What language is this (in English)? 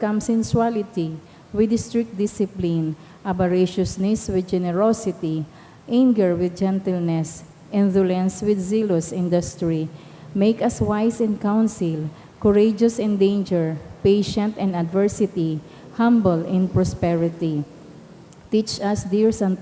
Bikol